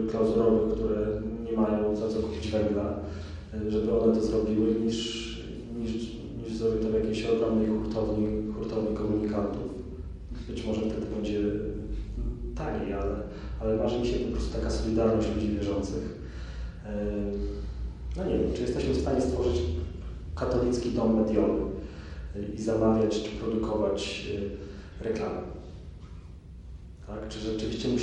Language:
Polish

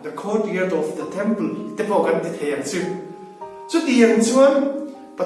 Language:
Hmar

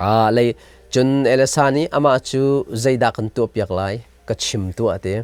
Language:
Hakha Chin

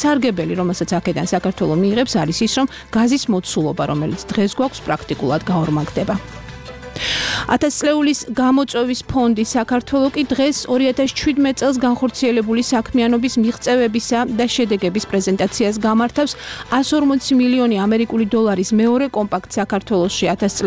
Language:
Georgian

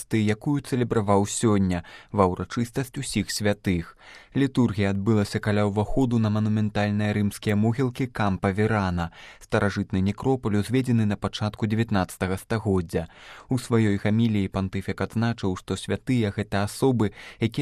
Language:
Belarusian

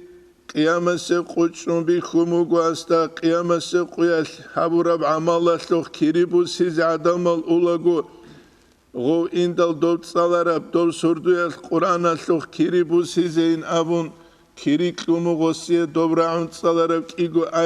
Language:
Avaric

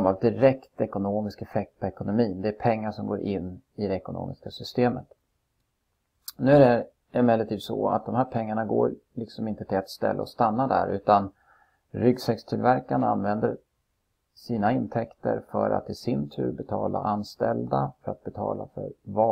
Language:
Swedish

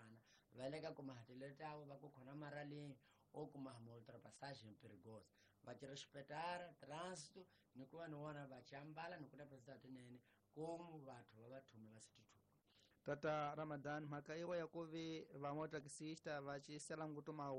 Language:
Tsonga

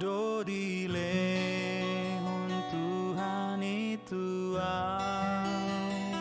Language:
Batak Toba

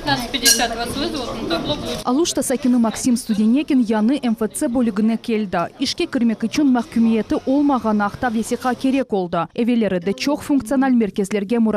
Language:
Crimean Tatar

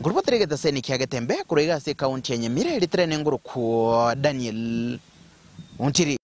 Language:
Gusii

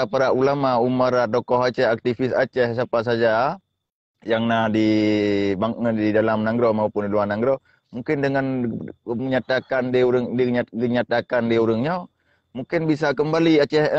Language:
Achinese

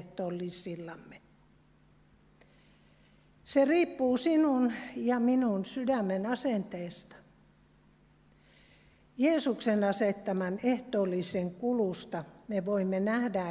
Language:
Finnish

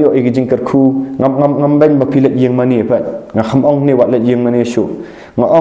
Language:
Khasi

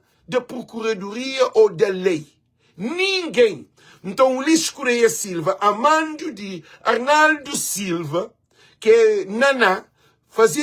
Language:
Kabuverdianu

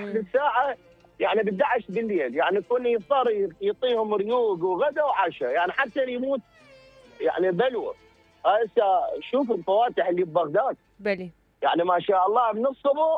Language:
Mesopotamian Arabic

